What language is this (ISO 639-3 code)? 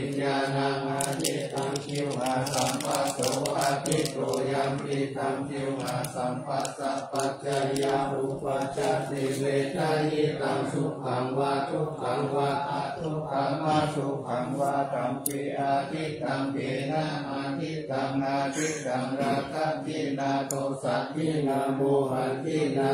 pli